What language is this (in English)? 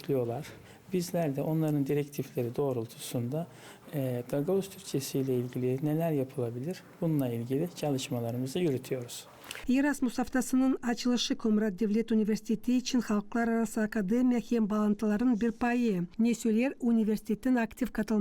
Gagauz